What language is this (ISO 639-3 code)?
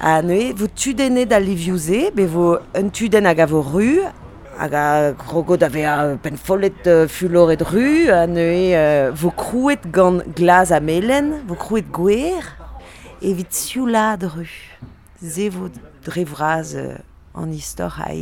bre